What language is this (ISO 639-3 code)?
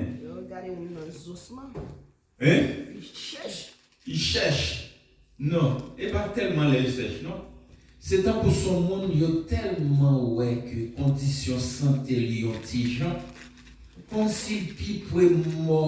hat